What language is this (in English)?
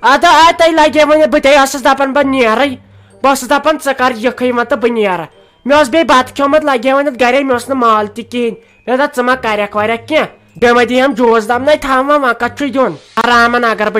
Kashmiri